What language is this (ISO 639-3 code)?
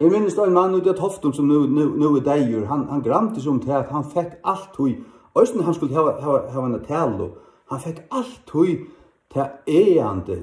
fao